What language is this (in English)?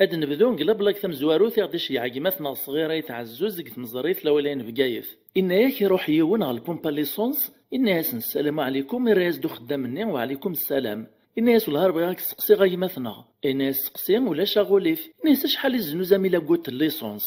Kabyle